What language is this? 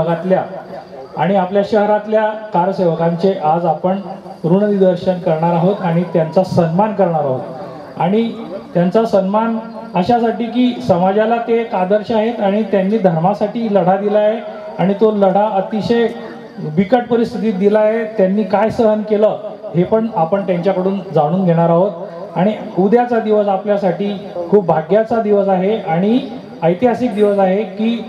Marathi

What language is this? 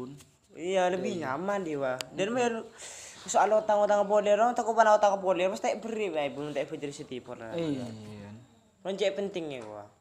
Madurese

